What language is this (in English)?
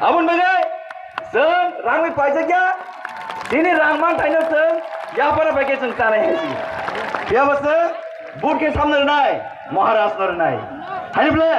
Kok Borok